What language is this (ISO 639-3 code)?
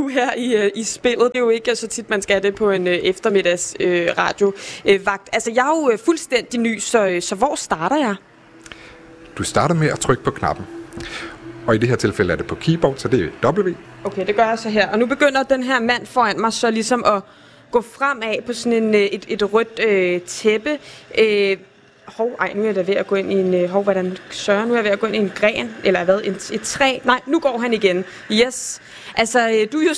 dan